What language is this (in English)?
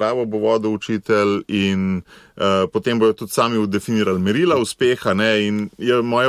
Slovenian